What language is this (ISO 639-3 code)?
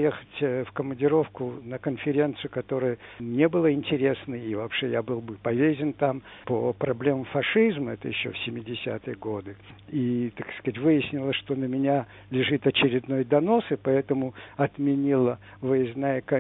rus